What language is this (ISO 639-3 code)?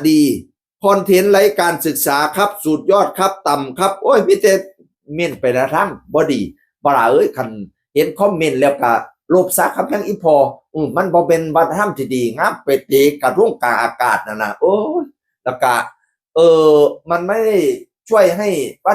tts